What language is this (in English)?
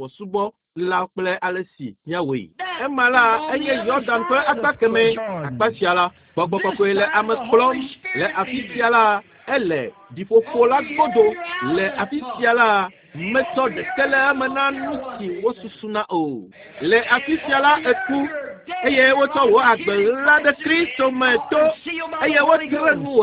Ewe